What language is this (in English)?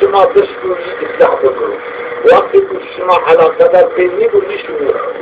Zaza